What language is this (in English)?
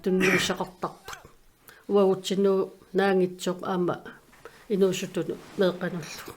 Kalaallisut